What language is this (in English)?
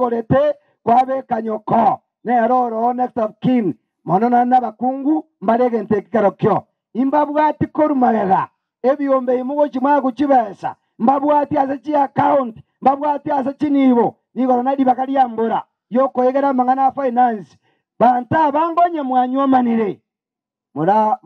Gusii